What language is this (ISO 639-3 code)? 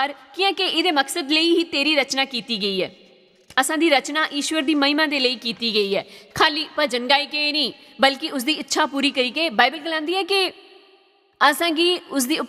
doi